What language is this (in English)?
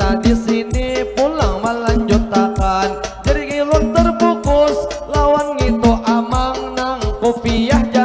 Banjar